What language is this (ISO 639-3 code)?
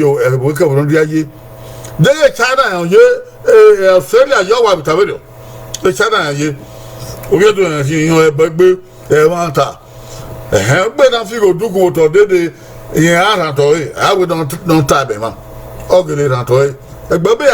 bin